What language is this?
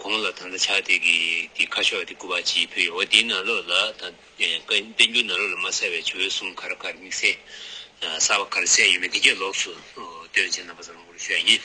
Tibetan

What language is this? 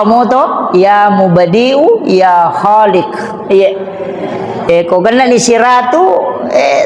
Buginese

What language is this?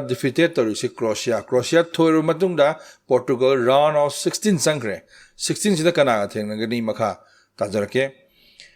Manipuri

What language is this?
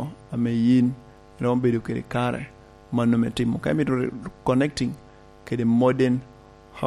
Lango (Uganda)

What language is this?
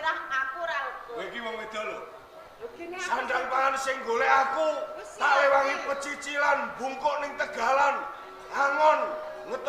Javanese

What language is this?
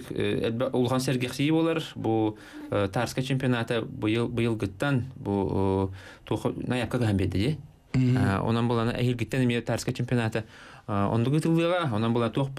Yakut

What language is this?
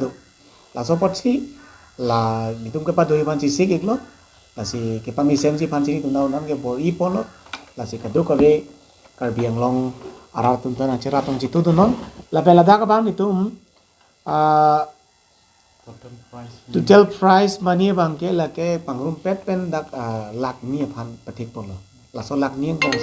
Karbi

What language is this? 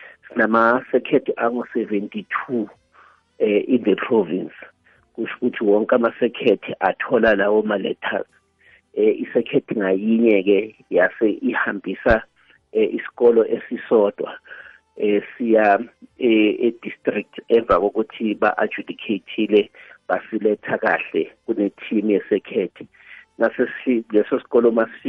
South Ndebele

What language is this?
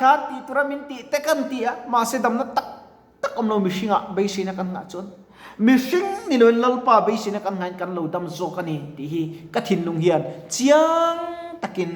Mizo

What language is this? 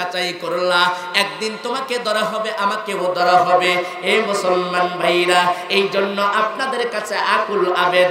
Bangla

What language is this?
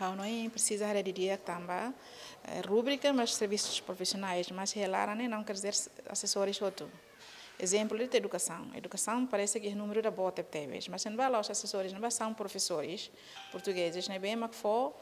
Tetum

